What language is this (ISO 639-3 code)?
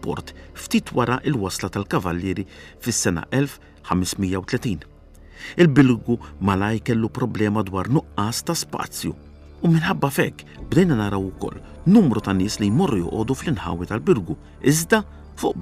mlt